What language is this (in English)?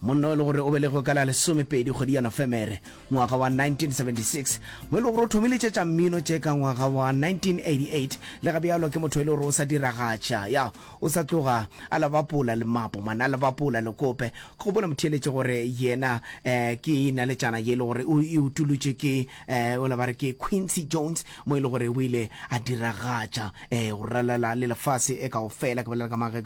Northern Sotho